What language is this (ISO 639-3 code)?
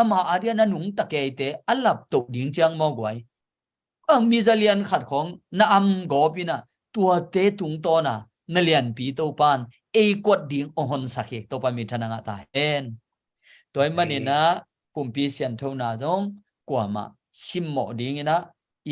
ctd